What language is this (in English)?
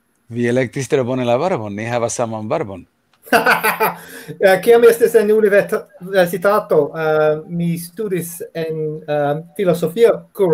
Esperanto